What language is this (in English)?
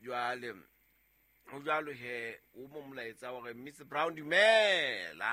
Southern Sotho